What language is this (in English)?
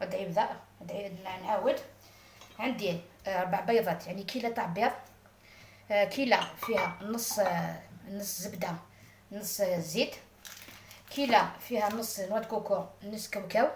Algerian Arabic